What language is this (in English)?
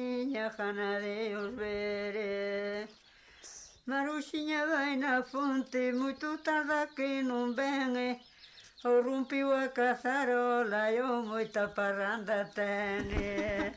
Galician